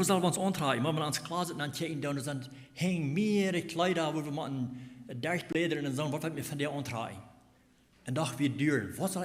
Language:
Plautdietsch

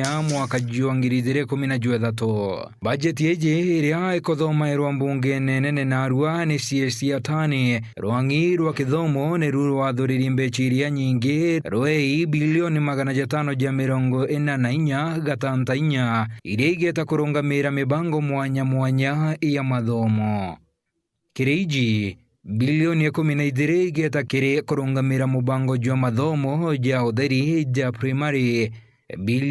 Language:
Meru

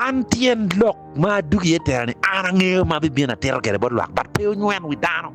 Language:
Acoli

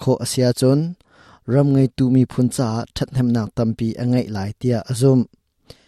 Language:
Hakha Chin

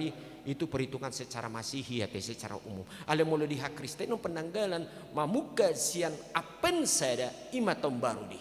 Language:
Batak Toba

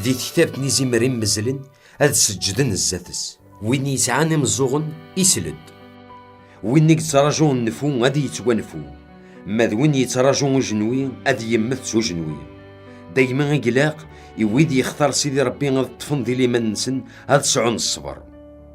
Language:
Kabyle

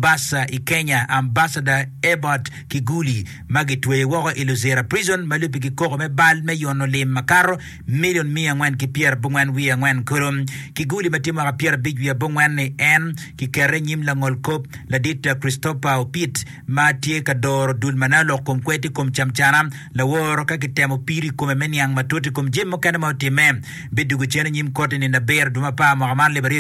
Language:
Acoli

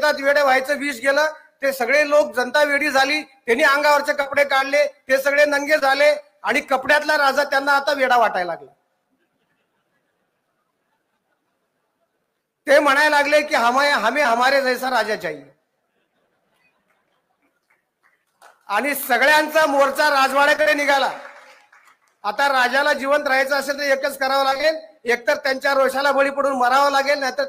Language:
Marathi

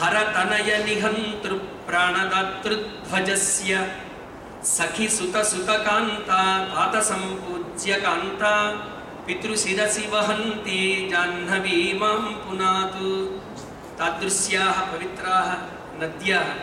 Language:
Sanskrit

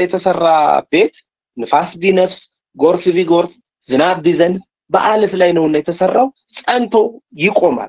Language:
Amharic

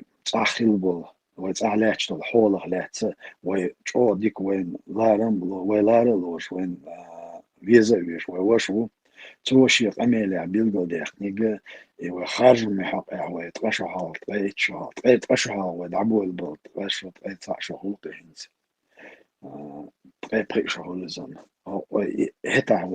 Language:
Chechen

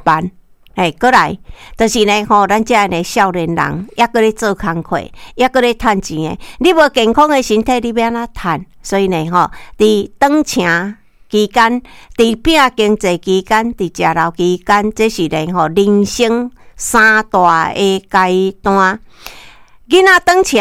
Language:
Min Nan Chinese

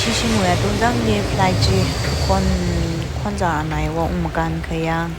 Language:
Tangkhul Naga (India)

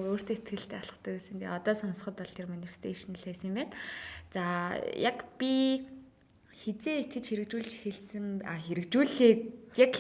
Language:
Mongolian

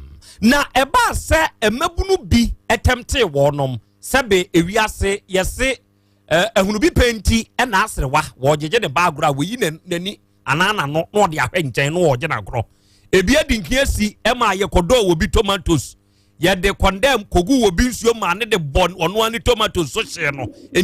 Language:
Akan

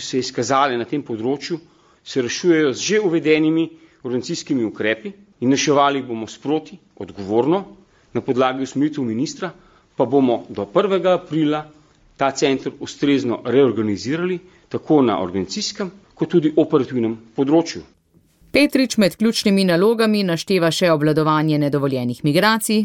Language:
Slovenian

